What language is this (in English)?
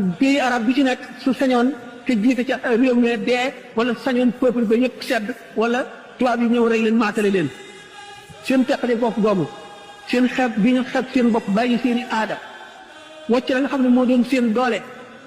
Wolof